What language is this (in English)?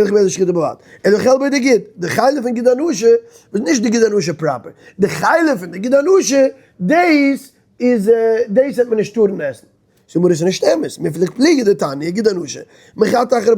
Yiddish